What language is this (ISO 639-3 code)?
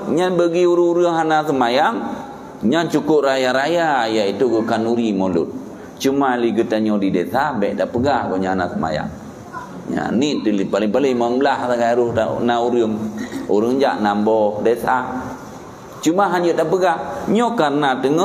ace